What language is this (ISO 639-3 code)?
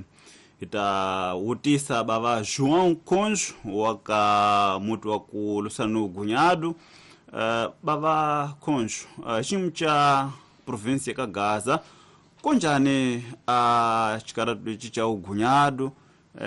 tso